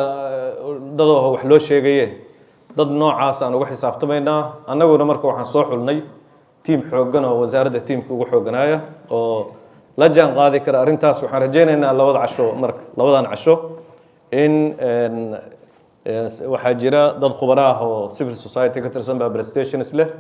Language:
Somali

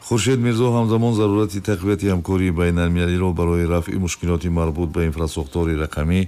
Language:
Tajik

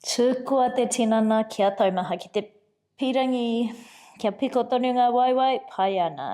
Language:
Māori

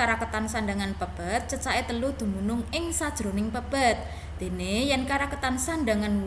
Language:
Javanese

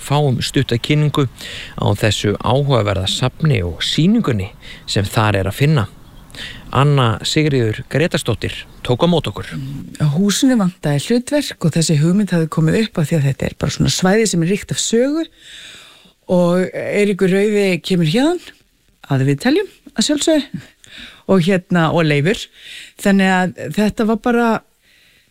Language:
Icelandic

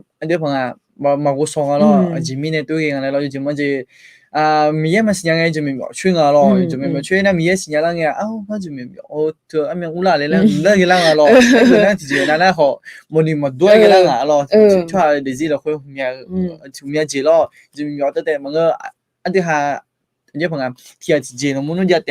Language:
Akha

